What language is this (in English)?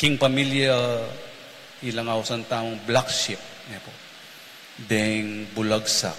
Pampanga